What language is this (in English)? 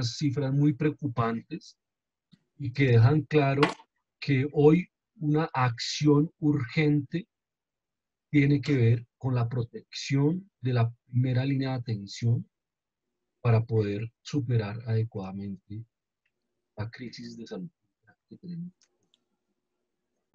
Spanish